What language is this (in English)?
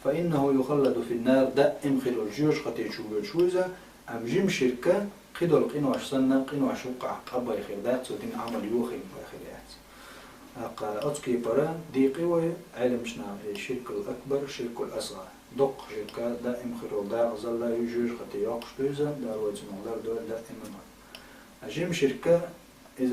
Chechen